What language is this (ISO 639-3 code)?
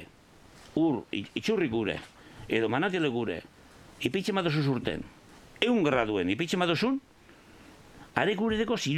eus